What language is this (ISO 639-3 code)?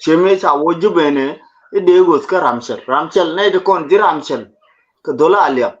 nus